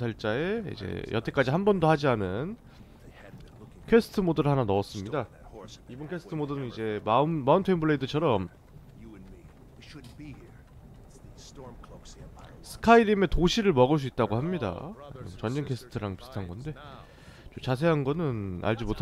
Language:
Korean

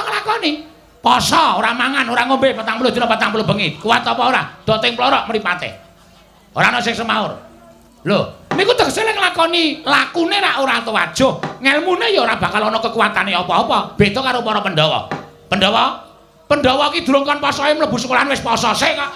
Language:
Javanese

